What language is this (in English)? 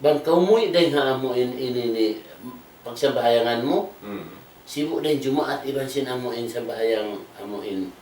Tausug